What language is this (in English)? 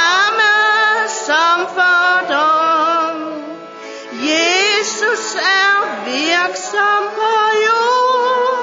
Danish